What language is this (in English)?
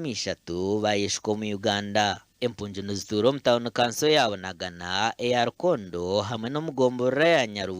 Nyankole